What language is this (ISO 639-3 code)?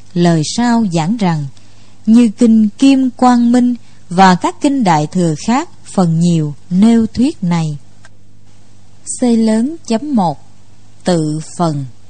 vie